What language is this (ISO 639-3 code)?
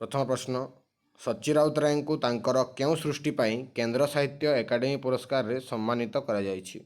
ori